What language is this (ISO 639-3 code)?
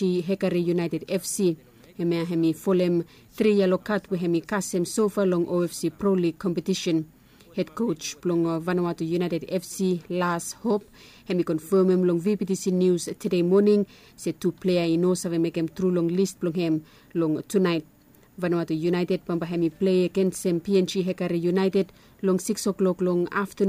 bis